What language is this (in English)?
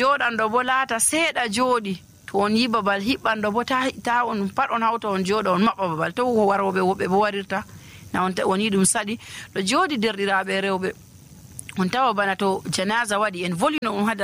Nigerian Fulfulde